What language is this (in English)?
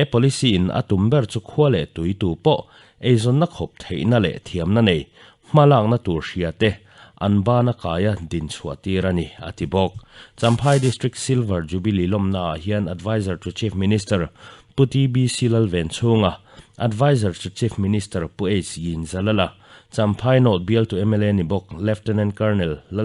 Mizo